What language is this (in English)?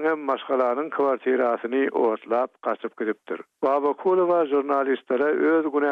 Turkmen